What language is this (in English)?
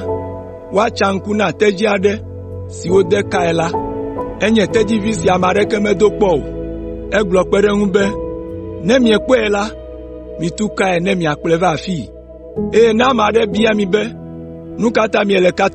Ewe